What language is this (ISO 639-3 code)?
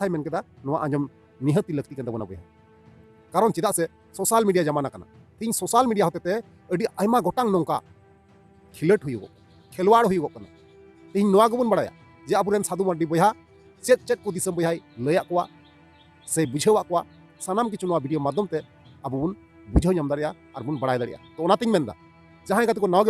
sat